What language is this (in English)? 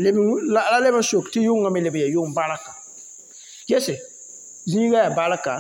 Mossi